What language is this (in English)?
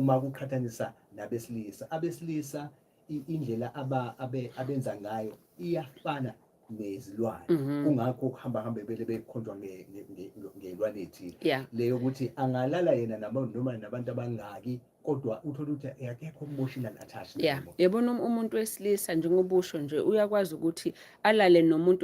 Zulu